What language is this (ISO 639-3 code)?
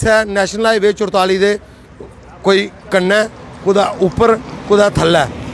doi